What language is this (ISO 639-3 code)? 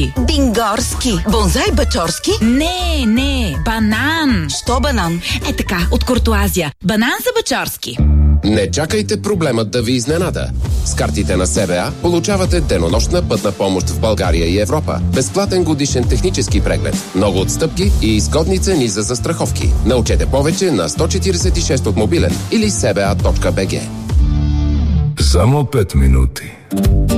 bul